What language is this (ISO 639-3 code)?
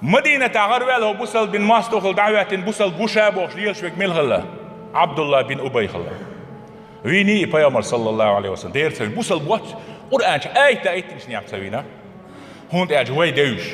che